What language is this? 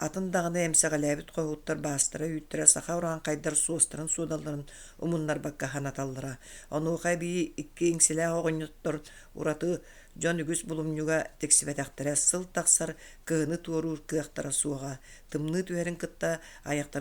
Yakut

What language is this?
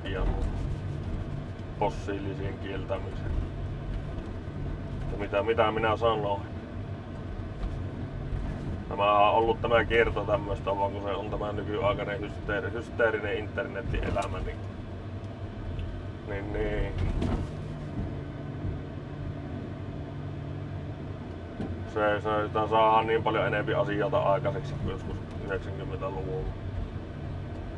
Finnish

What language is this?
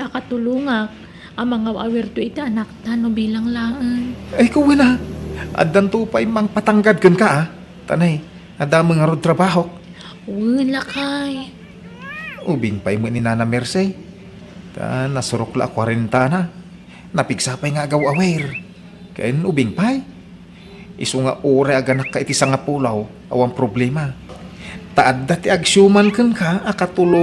Iloko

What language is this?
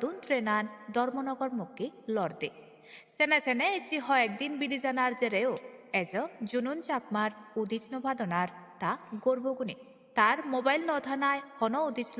Chakma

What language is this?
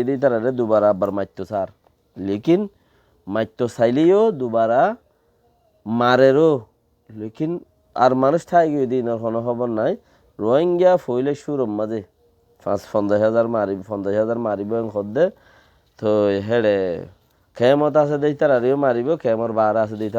Rohingya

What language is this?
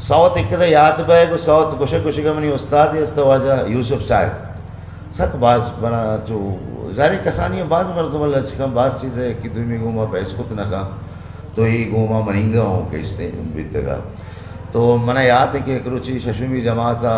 Eastern Balochi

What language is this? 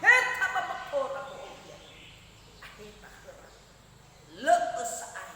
Nias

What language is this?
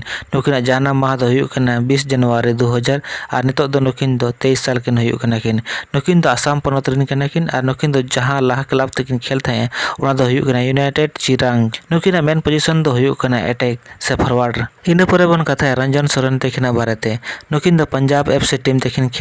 Santali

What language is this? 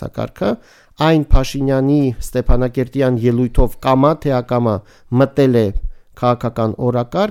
Armenian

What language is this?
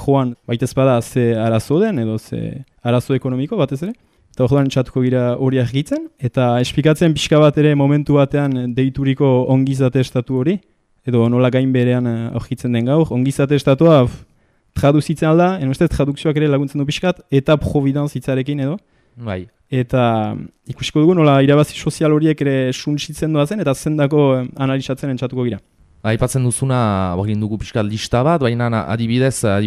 Basque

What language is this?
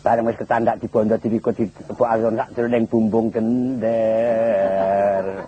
Javanese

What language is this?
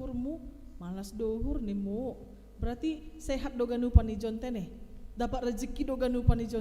Batak Simalungun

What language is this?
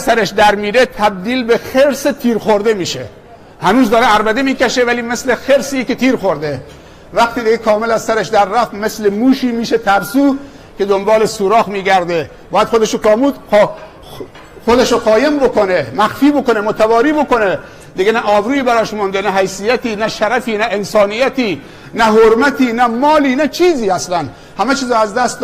Tajik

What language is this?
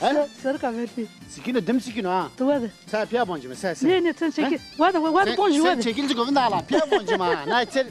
Zaza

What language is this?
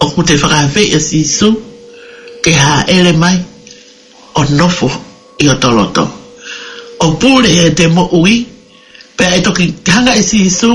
Tongan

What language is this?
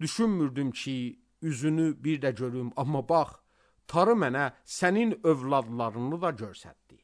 Azerbaijani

